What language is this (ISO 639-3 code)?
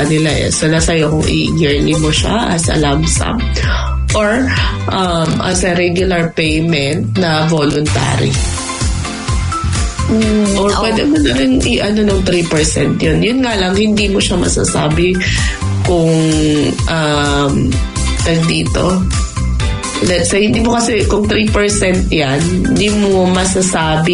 fil